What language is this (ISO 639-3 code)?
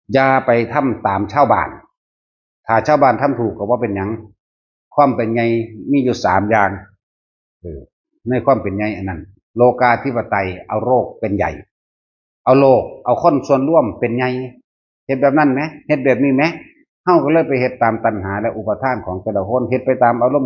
tts